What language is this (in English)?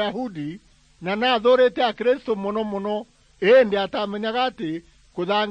Meru